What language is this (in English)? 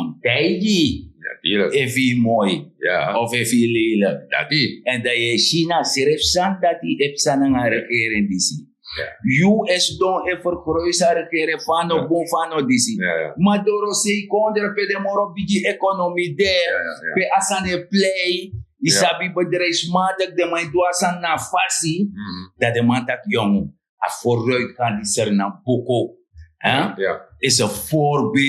Sranan Tongo